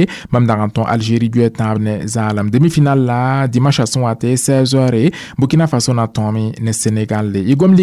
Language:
Mossi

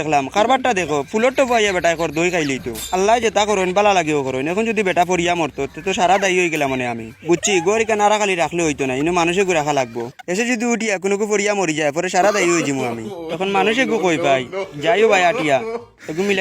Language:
Sylheti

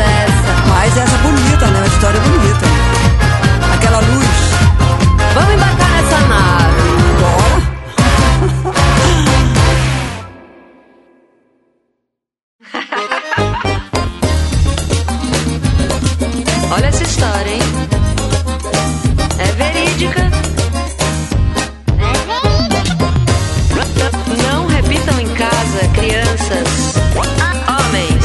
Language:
Portuguese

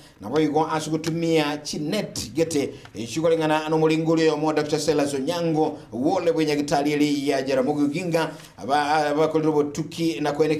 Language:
Gusii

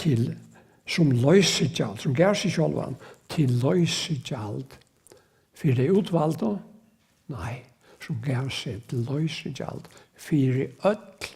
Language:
Faroese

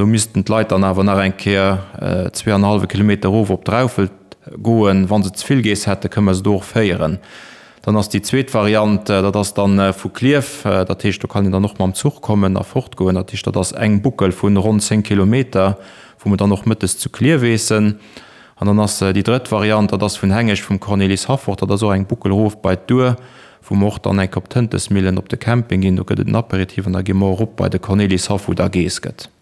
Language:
Luxembourgish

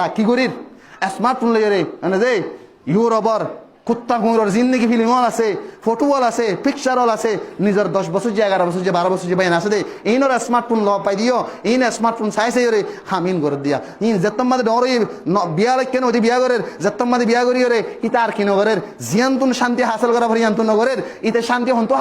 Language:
Rohingya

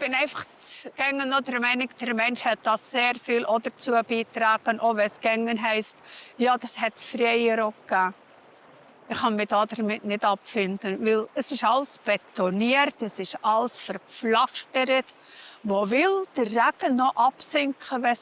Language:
Swiss German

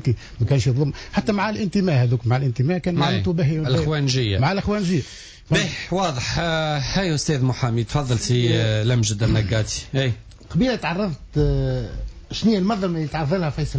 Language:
Tunisian Arabic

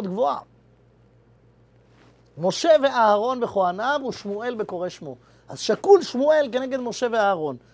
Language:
Hebrew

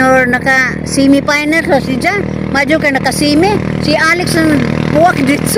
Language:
Cebuano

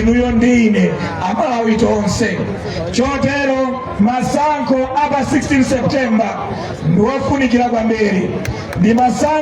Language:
Nyanja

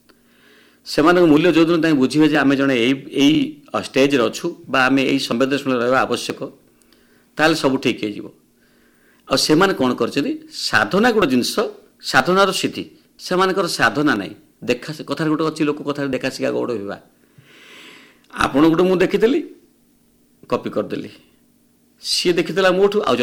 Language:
Odia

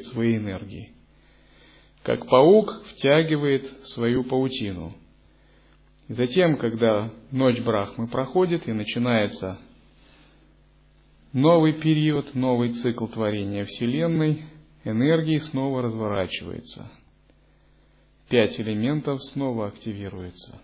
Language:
Russian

